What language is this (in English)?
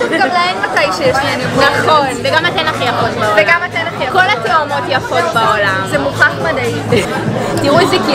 Hebrew